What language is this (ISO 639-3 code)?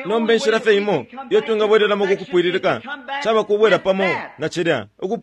bem